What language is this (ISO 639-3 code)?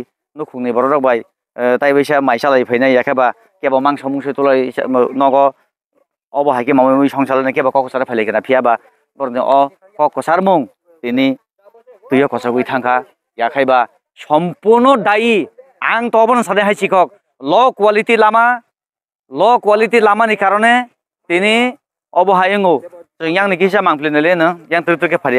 trp